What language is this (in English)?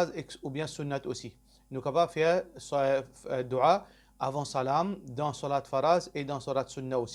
Morisyen